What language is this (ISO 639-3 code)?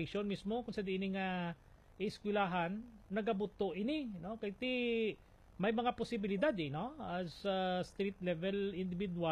hil